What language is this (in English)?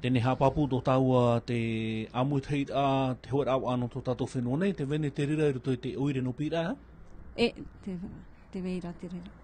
Tahitian